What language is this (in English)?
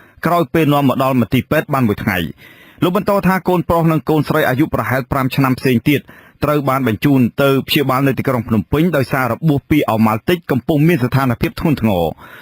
Khmer